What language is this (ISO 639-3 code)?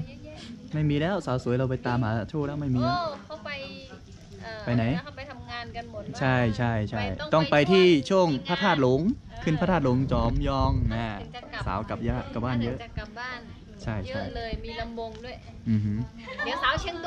tha